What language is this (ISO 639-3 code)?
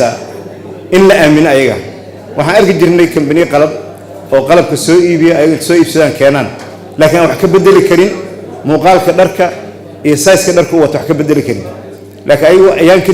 som